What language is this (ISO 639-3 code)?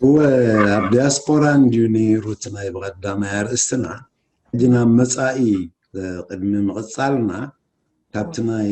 tir